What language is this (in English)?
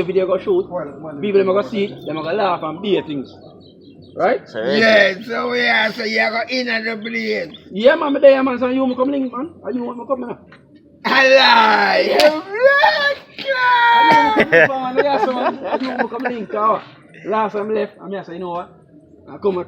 Jamaican Creole English